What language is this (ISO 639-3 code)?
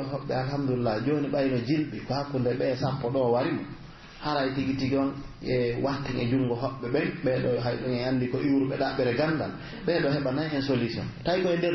fuf